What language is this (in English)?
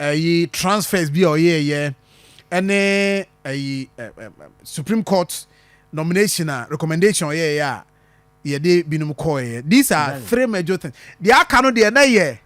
Akan